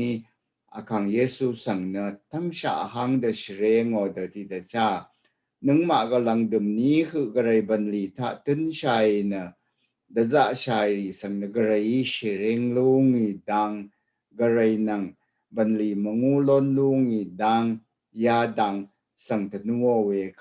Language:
Rawang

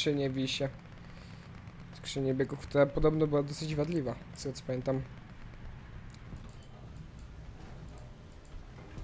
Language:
Polish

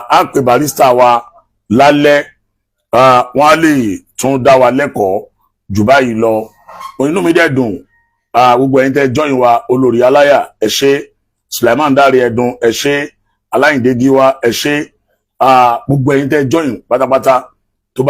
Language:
Yoruba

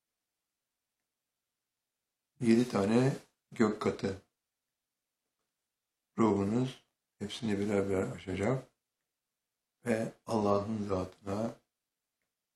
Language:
Turkish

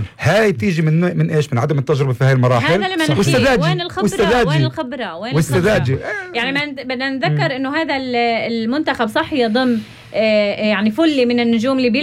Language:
North Levantine Arabic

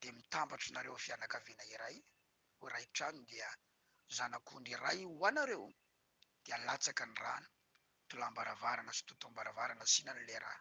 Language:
Malagasy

